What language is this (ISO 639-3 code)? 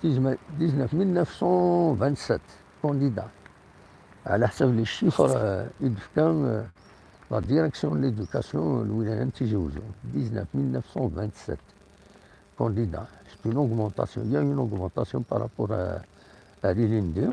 kab